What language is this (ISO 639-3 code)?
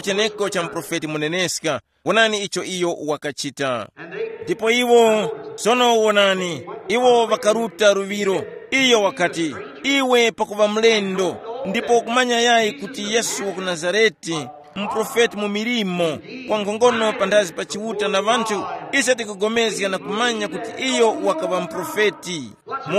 tum